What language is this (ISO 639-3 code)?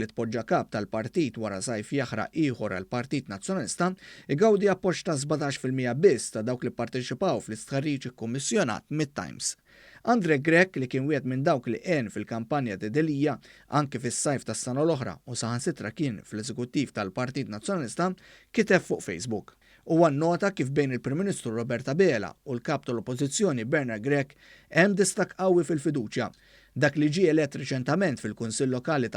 mlt